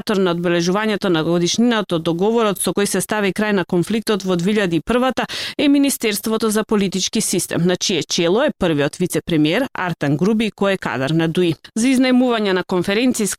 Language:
Macedonian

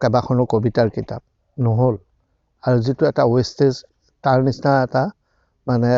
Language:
Assamese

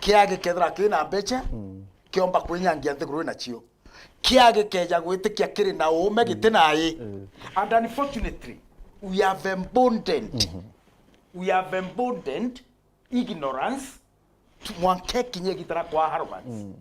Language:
Meru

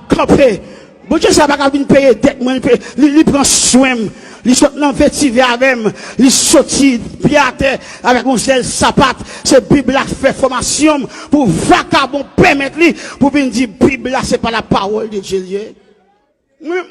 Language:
Haitian Creole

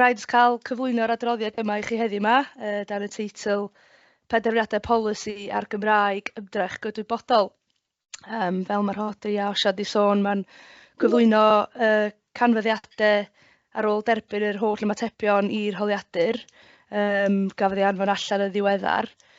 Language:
Welsh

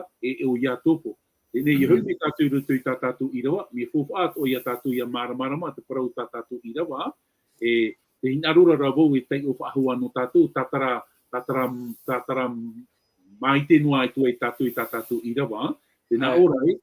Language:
Tahitian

